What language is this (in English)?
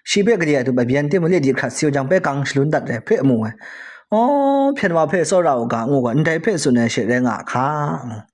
Kachin